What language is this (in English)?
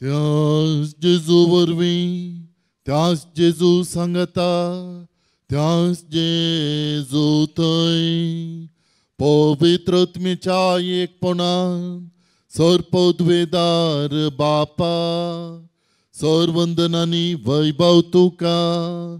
Konkani